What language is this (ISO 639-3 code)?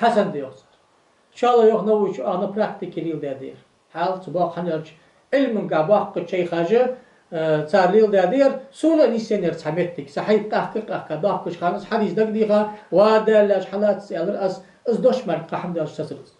inh